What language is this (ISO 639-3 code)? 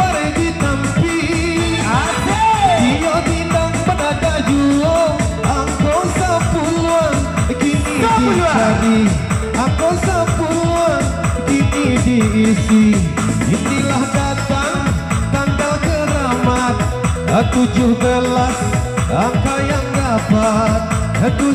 min